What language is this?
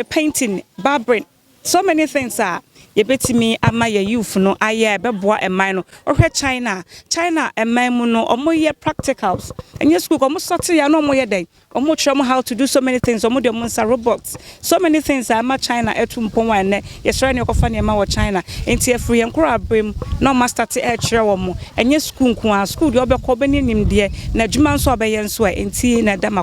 Akan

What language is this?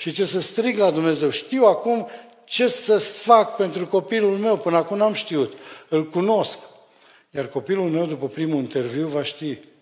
Romanian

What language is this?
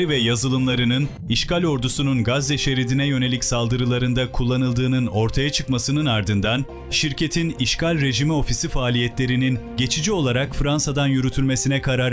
Turkish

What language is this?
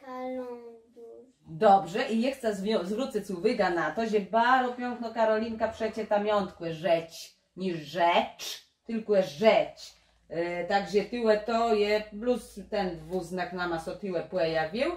Kashubian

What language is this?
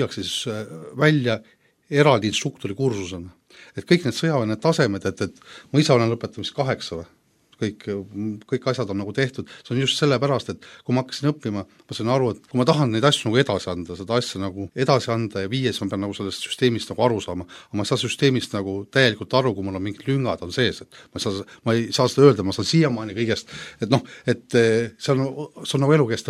Estonian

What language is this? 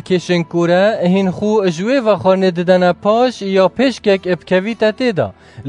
Kurdish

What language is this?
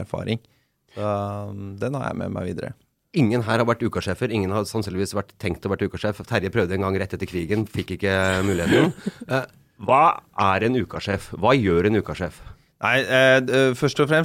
Norwegian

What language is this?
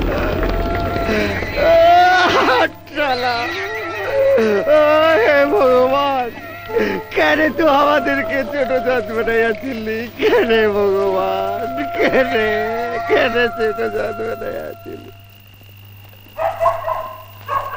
Bangla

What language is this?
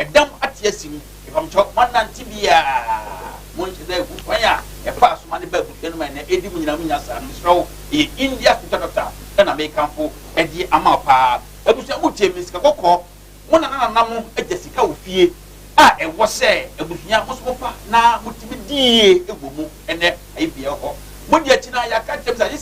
Akan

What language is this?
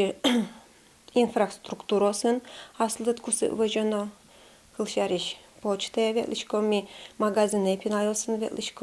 Udmurt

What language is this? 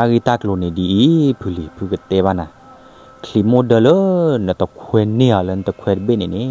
S'gaw Karen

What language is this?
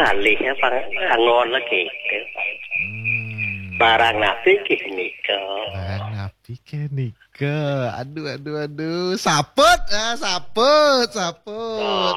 Balinese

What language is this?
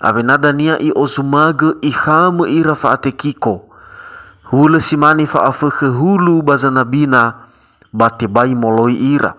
Nias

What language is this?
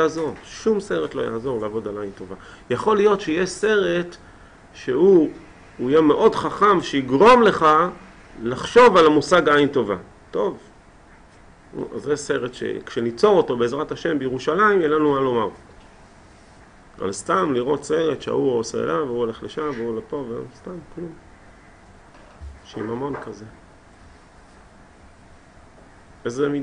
Hebrew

